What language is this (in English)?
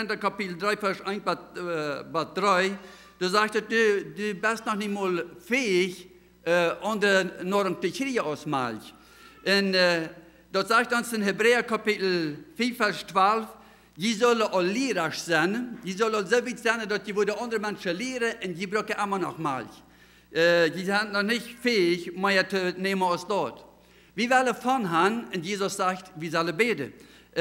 Plautdietsch